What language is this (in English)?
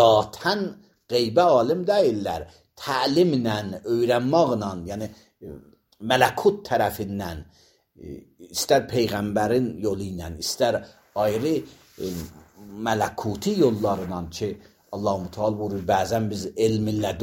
Azerbaijani